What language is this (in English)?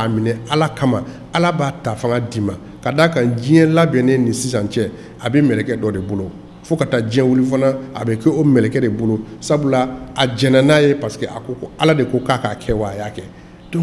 Bambara